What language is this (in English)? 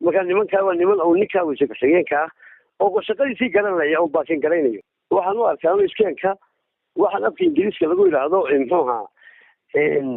Somali